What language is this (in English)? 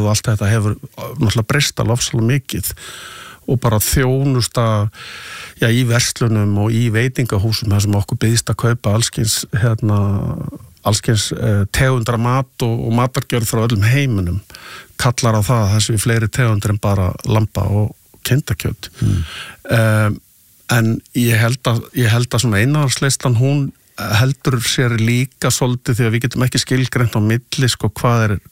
Icelandic